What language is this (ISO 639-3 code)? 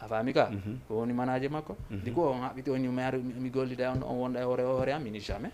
ful